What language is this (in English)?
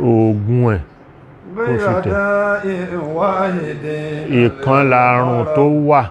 Yoruba